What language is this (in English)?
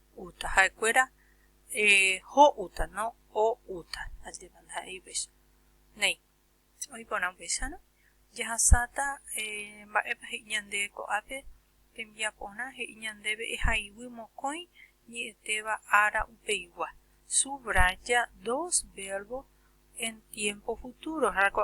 Guarani